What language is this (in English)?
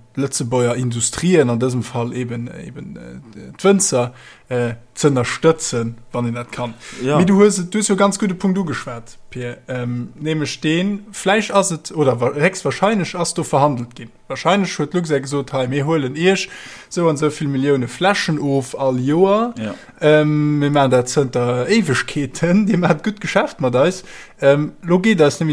Luxembourgish